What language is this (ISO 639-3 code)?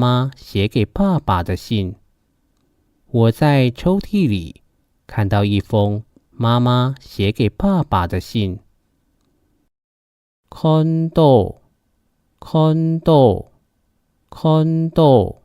hak